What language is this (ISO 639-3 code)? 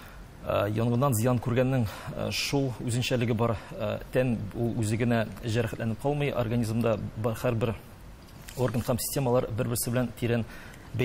tat